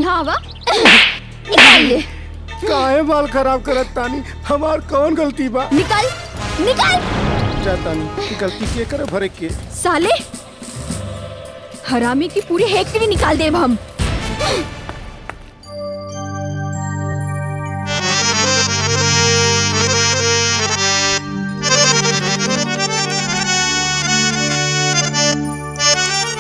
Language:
Bhojpuri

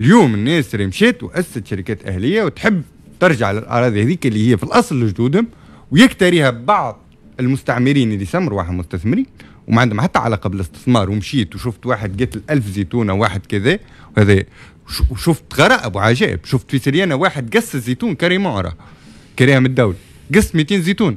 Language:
Tunisian Arabic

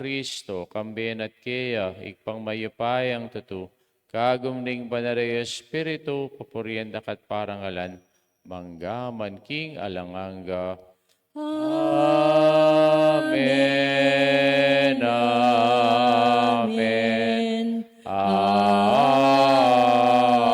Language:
Pampanga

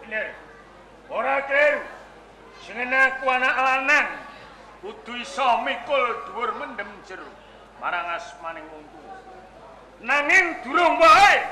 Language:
Javanese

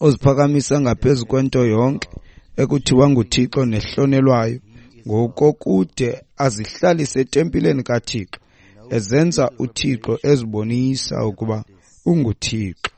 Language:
Xhosa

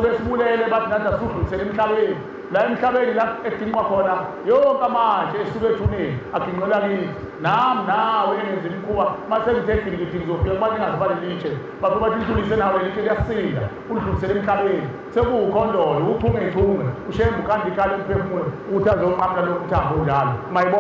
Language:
Zulu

